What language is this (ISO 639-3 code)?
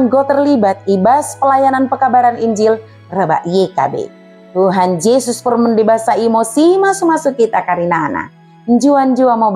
btd